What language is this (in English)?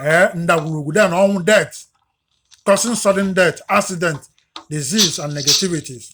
Igbo